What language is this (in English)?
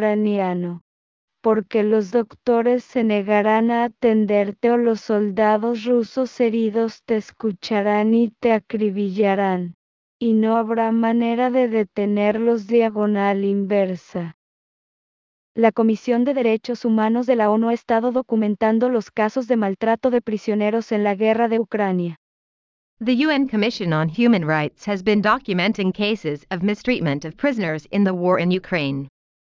Spanish